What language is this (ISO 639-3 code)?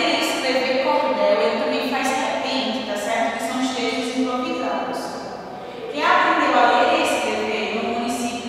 por